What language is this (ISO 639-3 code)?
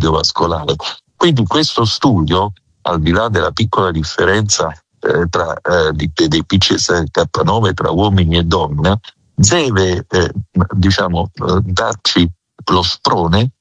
ita